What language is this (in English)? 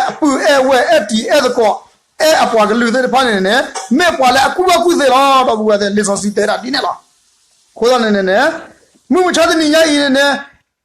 S'gaw Karen